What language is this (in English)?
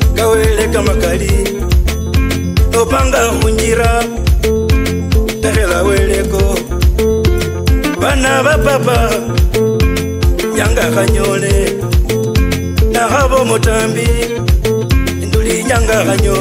Luyia